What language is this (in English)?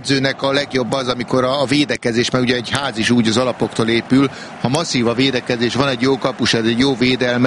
Hungarian